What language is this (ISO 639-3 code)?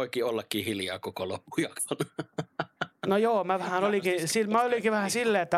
fin